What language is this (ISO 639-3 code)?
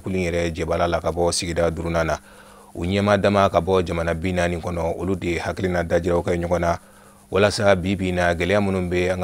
bam